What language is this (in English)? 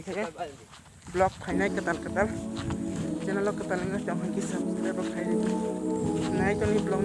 Kok Borok